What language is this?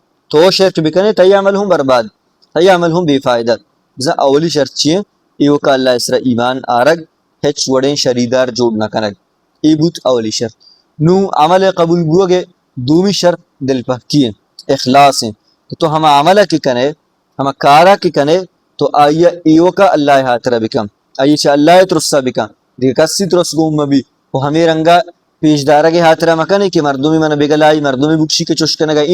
Baluchi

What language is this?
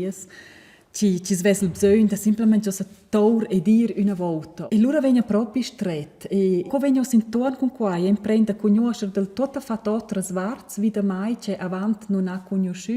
Romansh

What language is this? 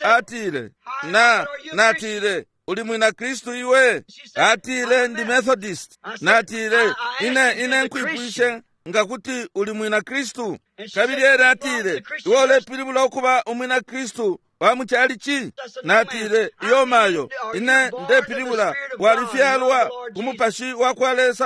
Bemba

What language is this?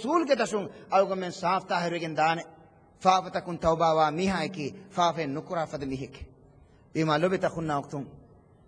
Divehi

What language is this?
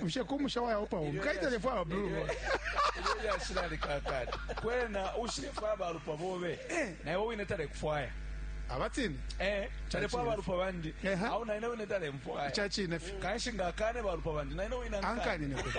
Bemba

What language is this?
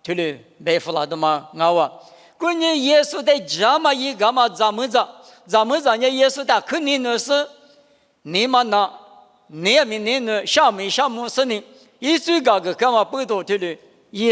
Lisu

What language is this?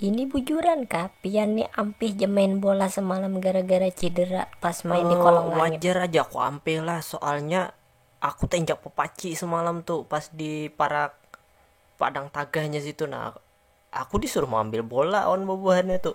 Banjar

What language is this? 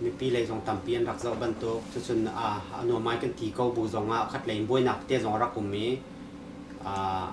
Hakha Chin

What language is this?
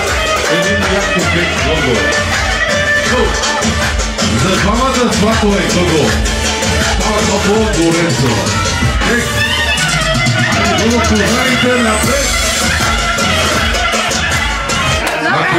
Bulgarian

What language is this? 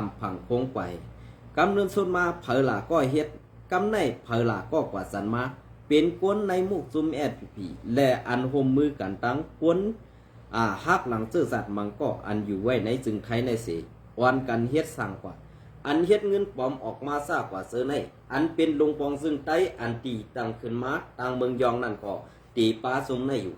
Shan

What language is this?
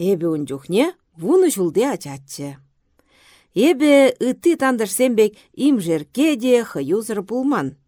Chuvash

